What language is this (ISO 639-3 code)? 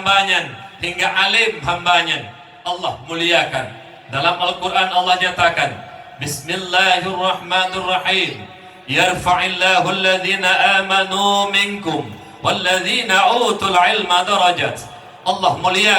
ace